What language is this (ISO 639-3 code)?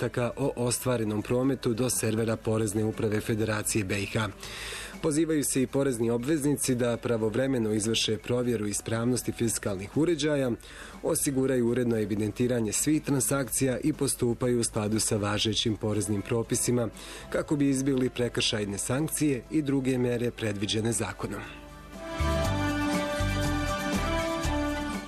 bos